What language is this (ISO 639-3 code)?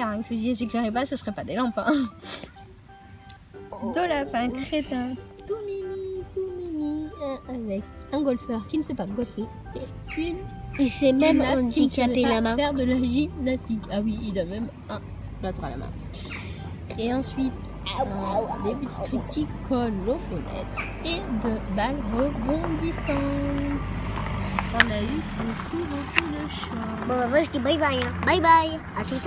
fra